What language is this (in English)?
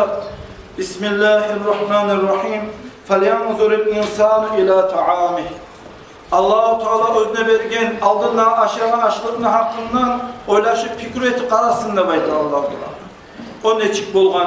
Kumyk